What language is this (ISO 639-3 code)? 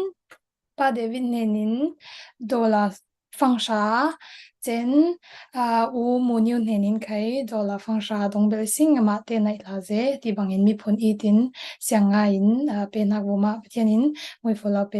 cfm